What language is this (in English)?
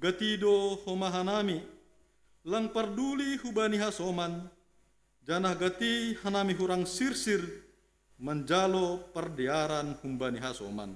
Batak Simalungun